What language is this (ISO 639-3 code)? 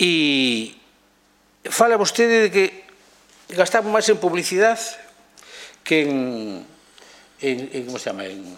glg